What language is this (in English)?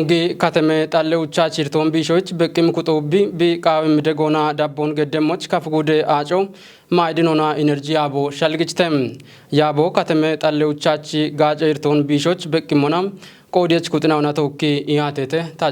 Kafa